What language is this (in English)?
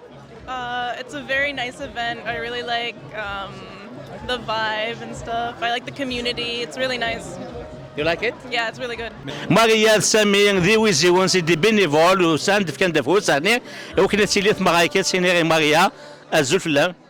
Kabyle